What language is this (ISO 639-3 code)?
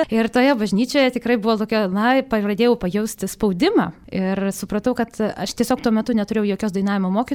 lit